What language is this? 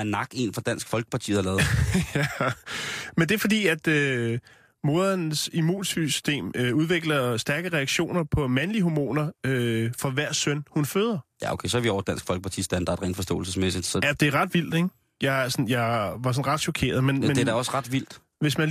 Danish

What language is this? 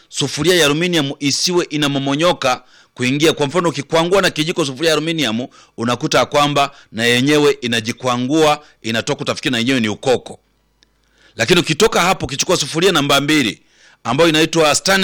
Swahili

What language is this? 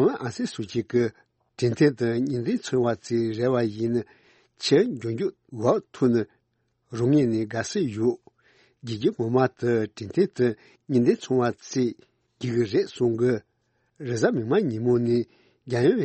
Tibetan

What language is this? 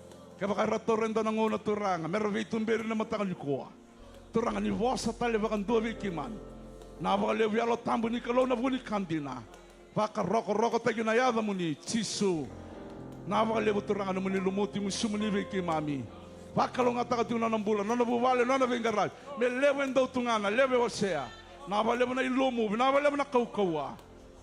Fijian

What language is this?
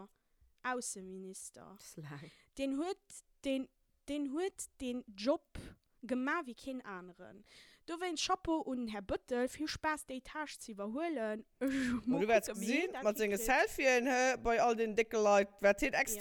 Luxembourgish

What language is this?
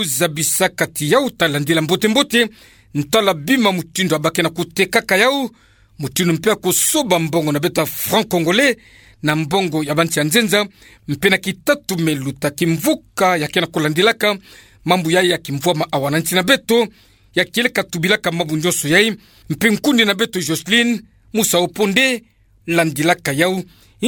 Kituba (Democratic Republic of Congo)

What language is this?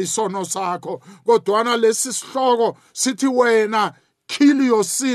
South Ndebele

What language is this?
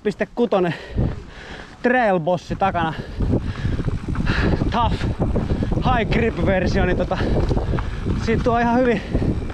Finnish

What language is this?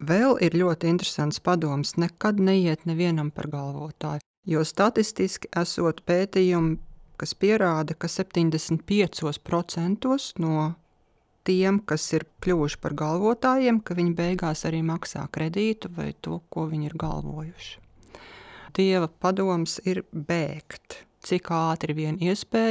Latvian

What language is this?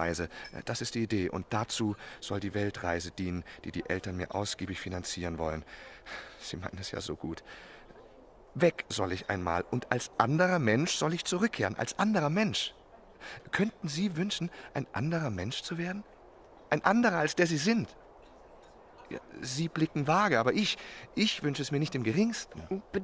German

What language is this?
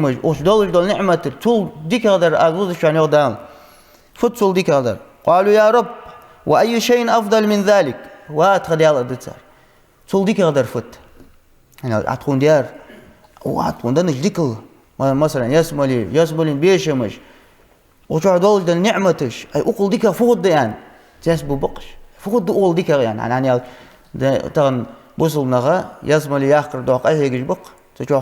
Ingush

